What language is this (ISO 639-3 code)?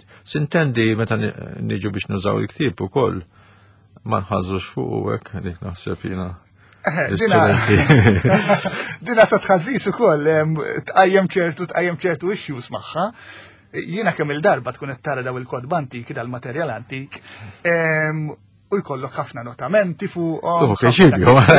mlt